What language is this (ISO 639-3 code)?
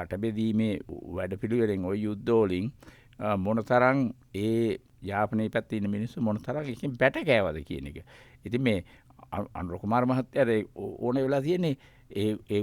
sin